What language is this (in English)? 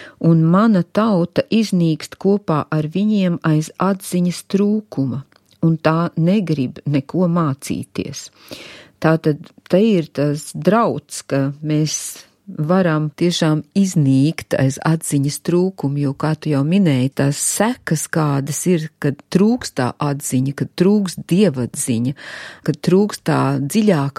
Latvian